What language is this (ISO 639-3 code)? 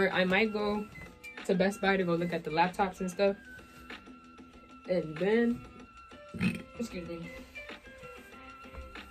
eng